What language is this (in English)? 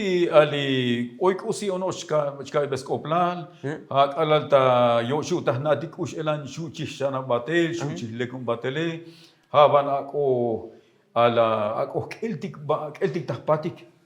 Tzotzil